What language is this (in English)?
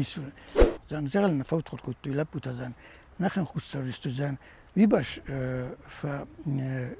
Ossetic